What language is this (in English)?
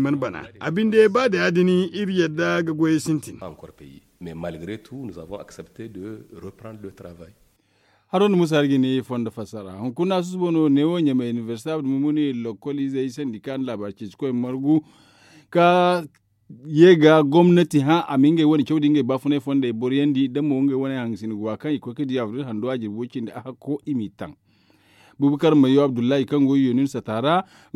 Zarma